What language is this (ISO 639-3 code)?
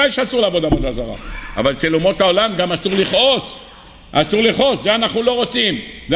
heb